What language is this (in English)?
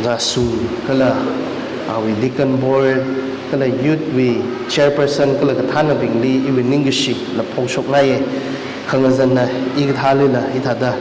Tangkhul Naga (India)